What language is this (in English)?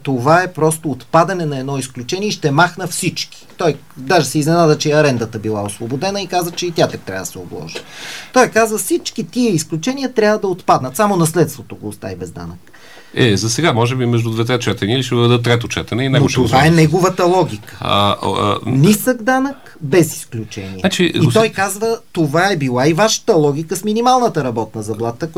Bulgarian